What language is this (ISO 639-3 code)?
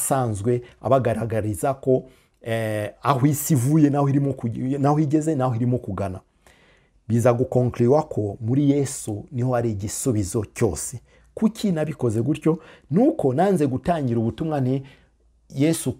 kin